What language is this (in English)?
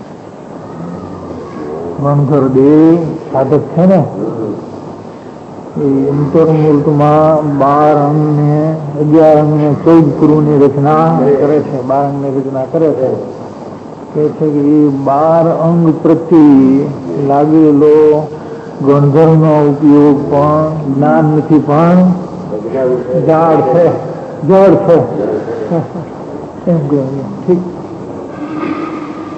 Gujarati